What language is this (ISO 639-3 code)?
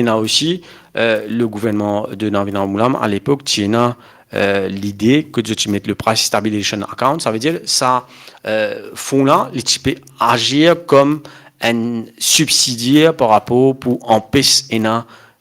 mfe